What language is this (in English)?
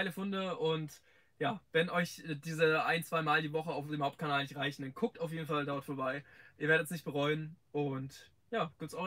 German